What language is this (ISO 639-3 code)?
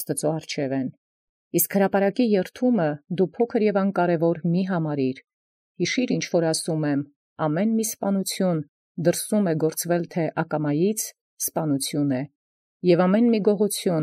hye